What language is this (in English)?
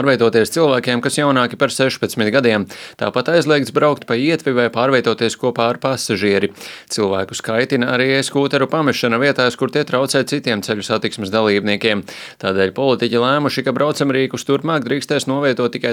Latvian